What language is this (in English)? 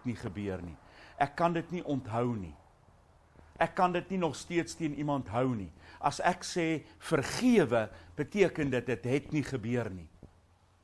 Afrikaans